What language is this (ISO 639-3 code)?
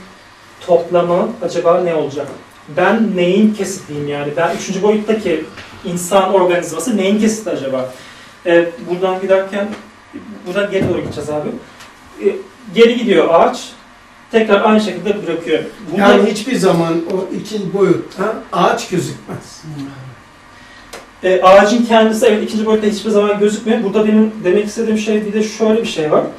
tur